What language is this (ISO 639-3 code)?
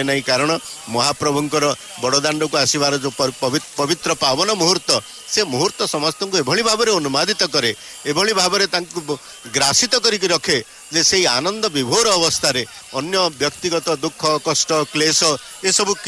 ori